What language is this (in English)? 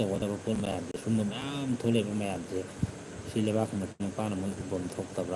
Manipuri